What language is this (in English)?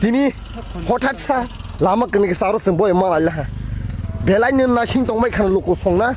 Kok Borok